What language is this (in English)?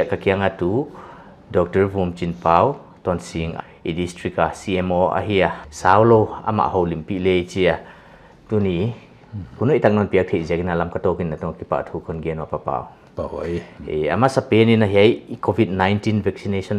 Paite Chin